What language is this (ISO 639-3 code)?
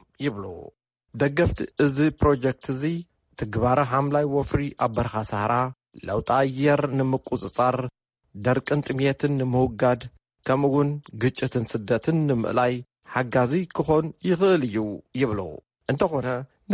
tir